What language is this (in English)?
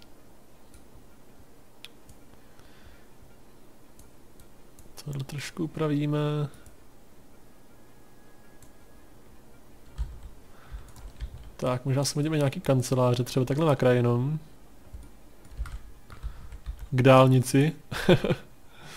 Czech